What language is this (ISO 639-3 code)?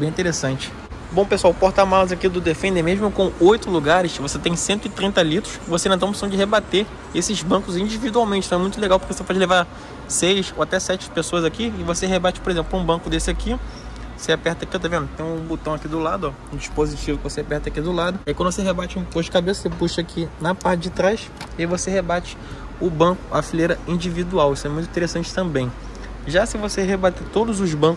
por